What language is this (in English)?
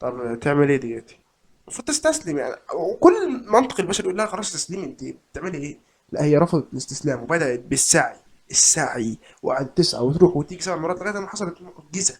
Egyptian Arabic